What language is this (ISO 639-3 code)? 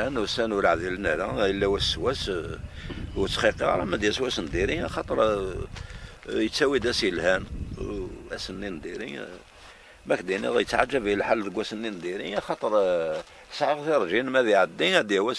kab